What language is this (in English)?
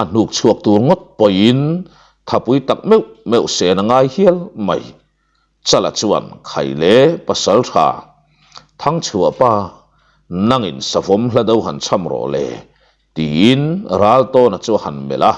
Mizo